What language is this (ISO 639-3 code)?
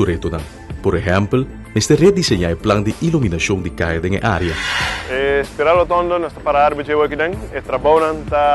pap